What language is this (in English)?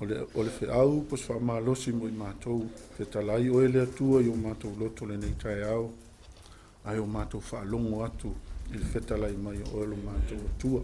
Samoan